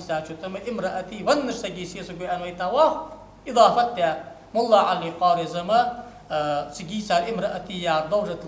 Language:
Ingush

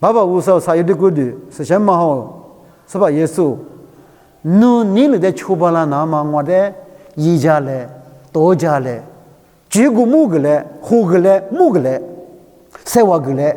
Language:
Lisu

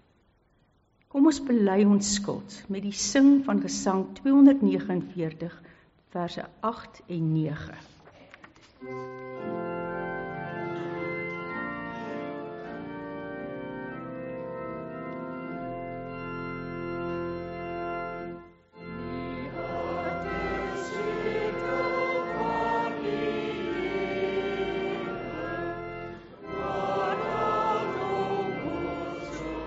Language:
Afrikaans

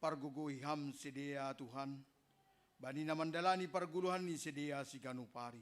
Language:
Batak Simalungun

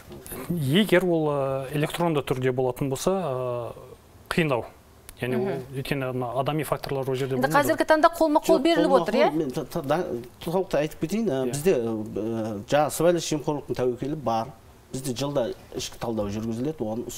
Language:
Kazakh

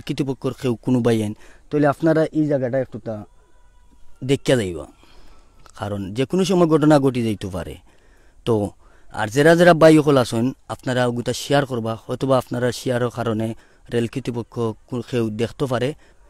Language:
Sylheti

